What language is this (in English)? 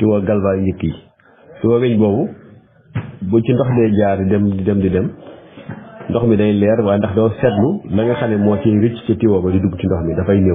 Wolof